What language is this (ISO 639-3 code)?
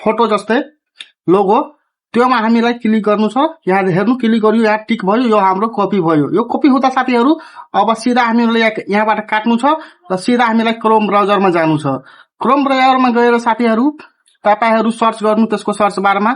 nep